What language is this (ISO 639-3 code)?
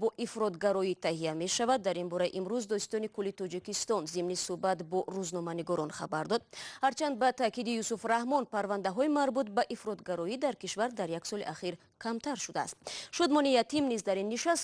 tgk